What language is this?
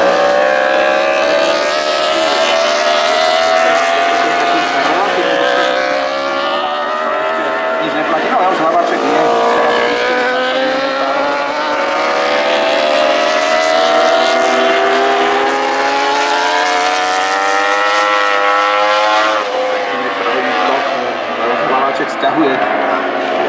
Slovak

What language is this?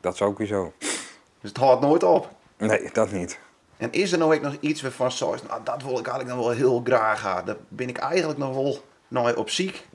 Western Frisian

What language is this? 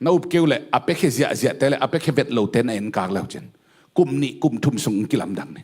Tedim Chin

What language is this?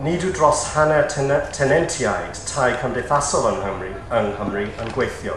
Welsh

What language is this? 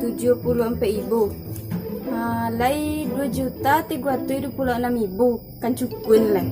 Minangkabau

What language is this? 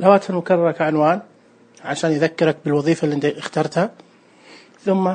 Najdi Arabic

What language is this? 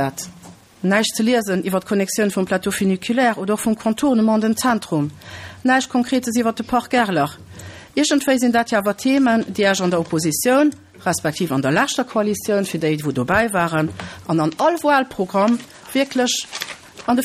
Luxembourgish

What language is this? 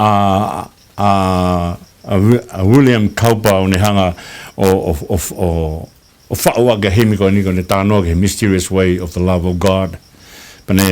Tongan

